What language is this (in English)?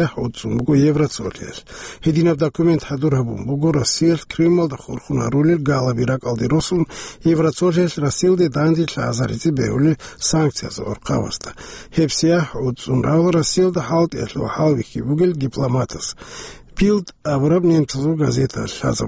Avaric